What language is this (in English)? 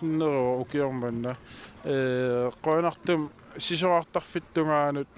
Kalaallisut